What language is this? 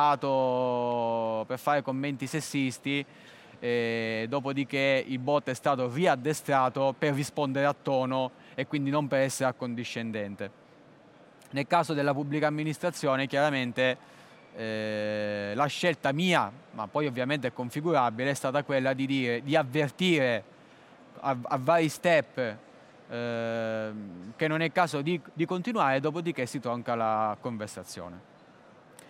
Italian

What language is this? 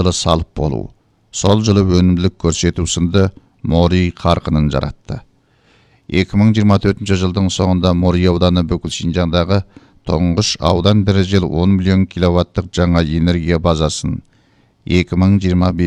Kazakh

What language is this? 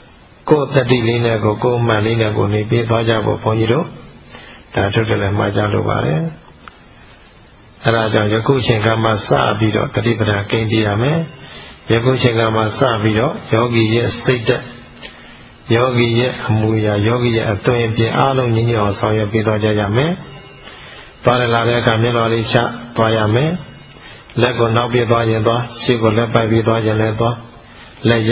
Burmese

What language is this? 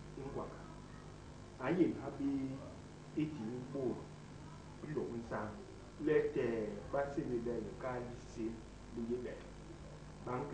Basaa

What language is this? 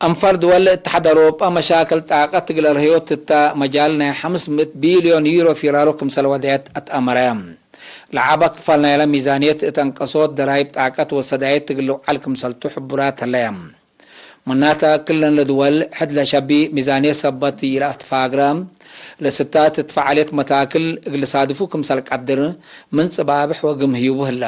Tigre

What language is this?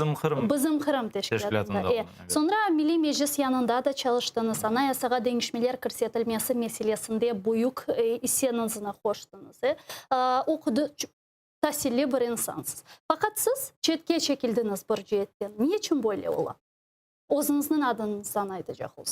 Crimean Tatar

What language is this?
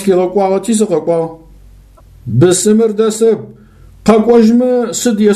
Adyghe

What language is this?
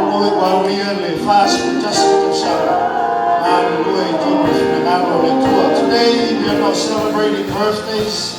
Samoan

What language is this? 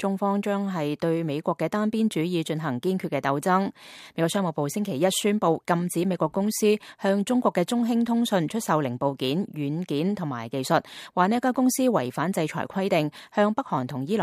Cantonese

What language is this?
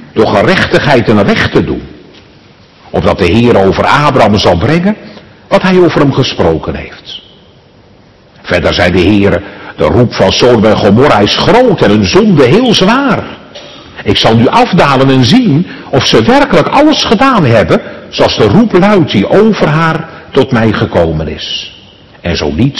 Dutch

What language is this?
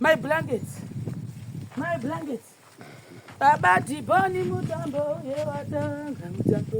Shona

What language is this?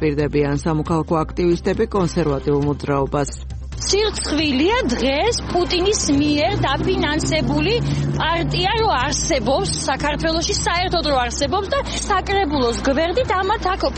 Georgian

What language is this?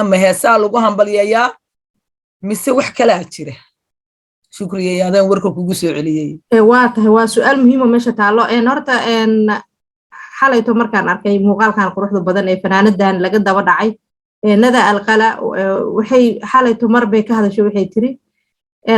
Somali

